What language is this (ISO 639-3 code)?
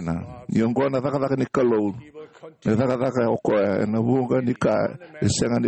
fij